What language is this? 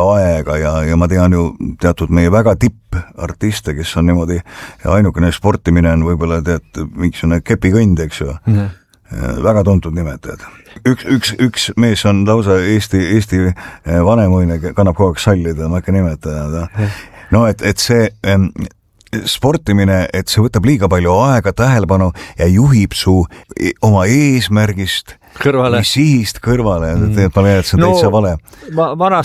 Estonian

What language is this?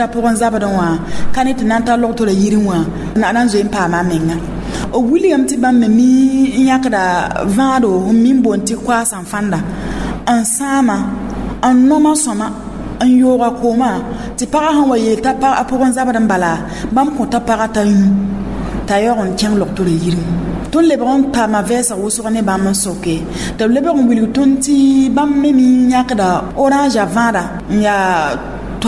Mossi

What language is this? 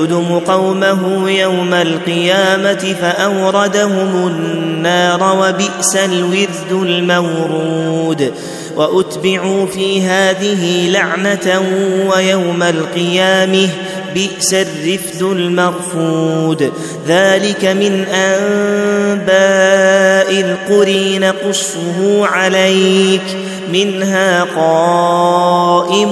Arabic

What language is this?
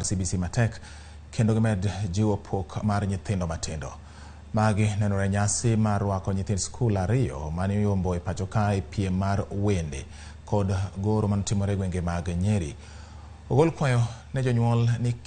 Luo (Kenya and Tanzania)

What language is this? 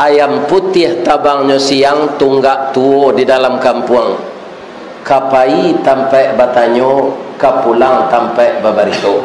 Minangkabau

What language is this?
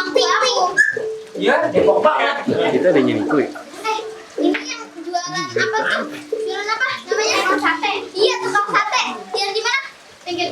Betawi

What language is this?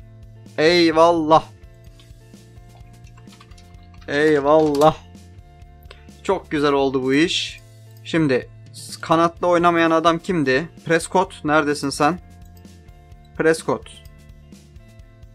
Turkish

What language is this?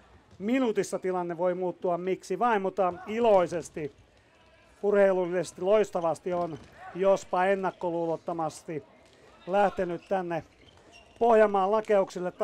Finnish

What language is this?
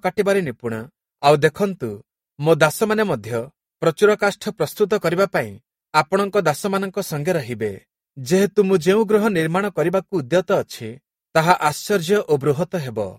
Odia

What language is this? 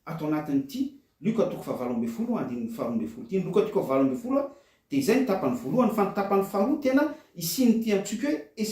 Malagasy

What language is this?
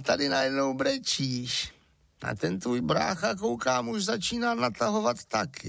Czech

